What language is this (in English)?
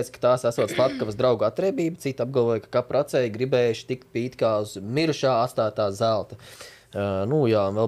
Latvian